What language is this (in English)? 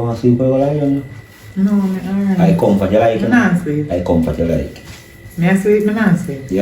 Jamaican Creole English